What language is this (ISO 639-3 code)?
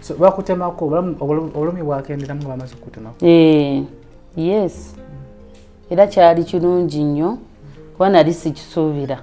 lug